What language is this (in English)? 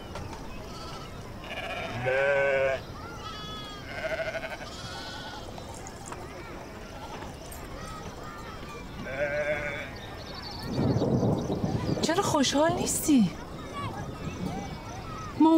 Persian